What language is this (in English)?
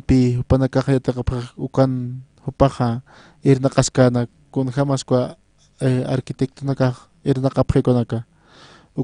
Aymara